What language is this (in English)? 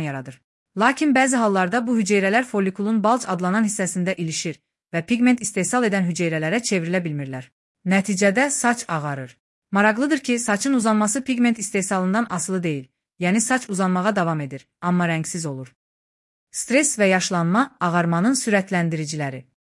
Azerbaijani